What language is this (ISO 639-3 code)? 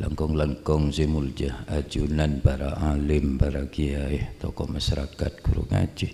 mad